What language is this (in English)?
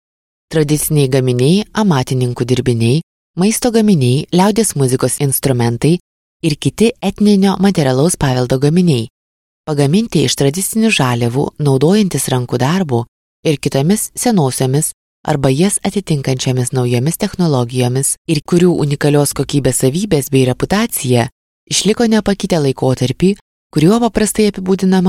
Lithuanian